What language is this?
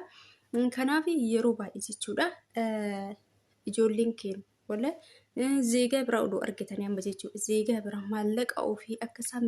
Oromo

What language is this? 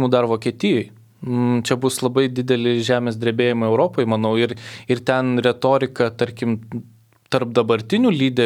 Lithuanian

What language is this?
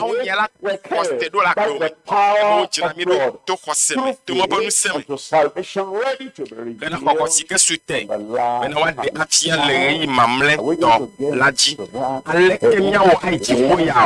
Ewe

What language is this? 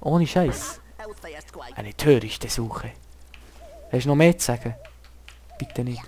Swiss German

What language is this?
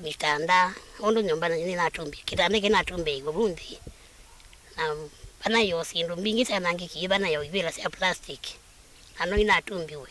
Kamba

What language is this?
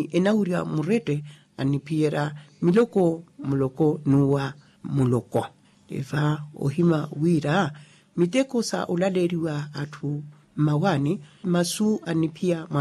Makhuwa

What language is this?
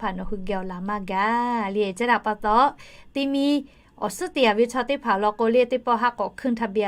Lahu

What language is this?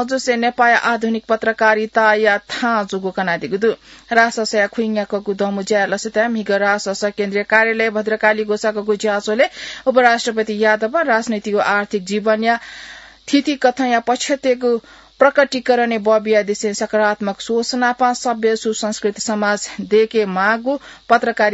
Newari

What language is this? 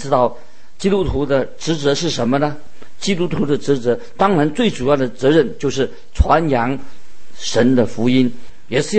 Chinese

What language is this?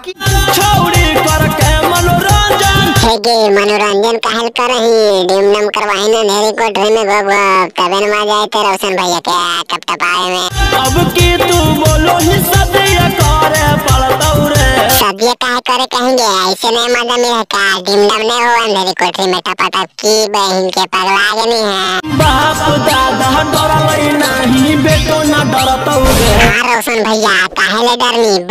Magahi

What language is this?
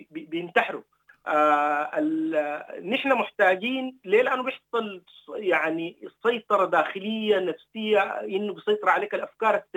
Sudanese Arabic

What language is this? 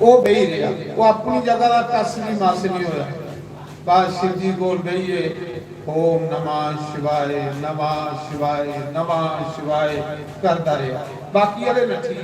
Dogri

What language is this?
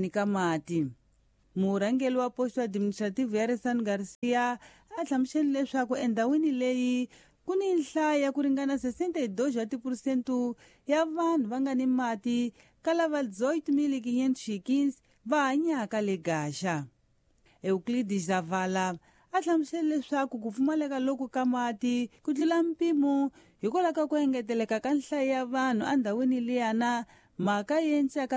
Tsonga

